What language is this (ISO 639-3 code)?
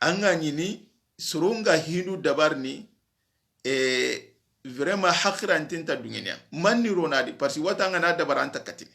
snk